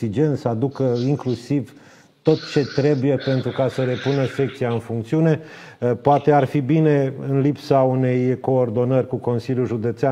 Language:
Romanian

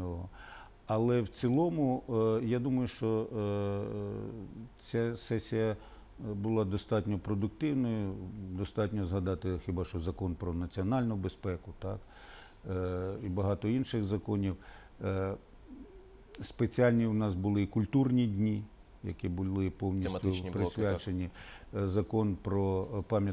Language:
Ukrainian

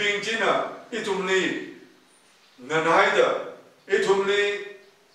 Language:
Tangkhul Naga (India)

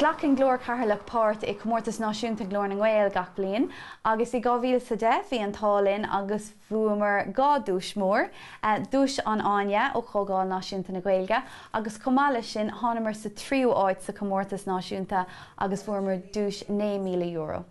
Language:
Irish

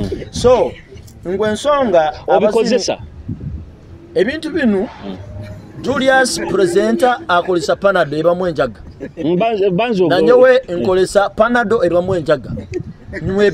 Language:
Nyoro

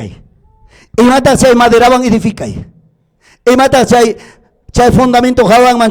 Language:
Ayacucho Quechua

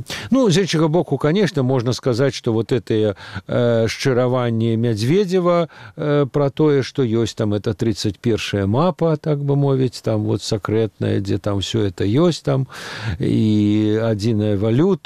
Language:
Belarusian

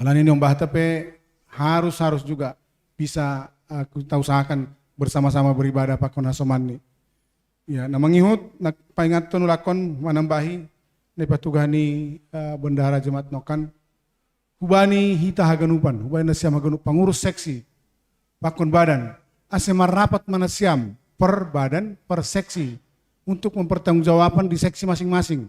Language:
Batak Simalungun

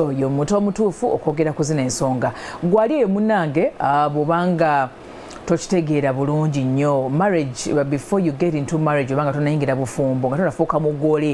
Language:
Ganda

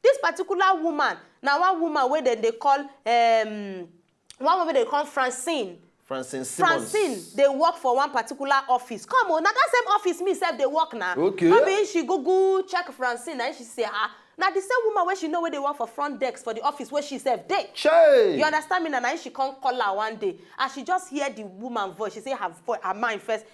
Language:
Nigerian Pidgin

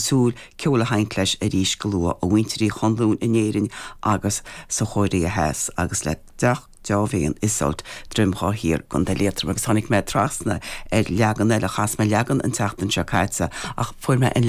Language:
Irish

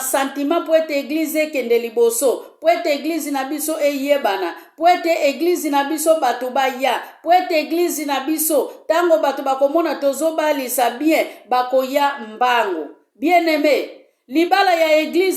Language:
Lingala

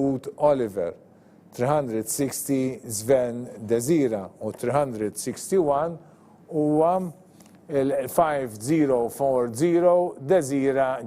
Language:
Maltese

